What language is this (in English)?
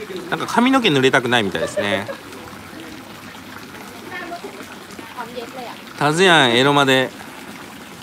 Japanese